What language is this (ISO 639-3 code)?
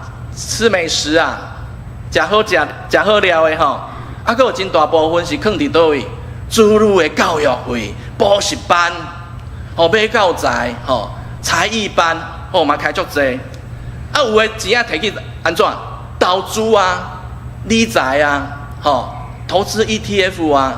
nan